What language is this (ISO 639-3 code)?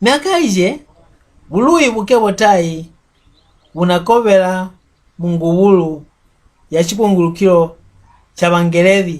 mck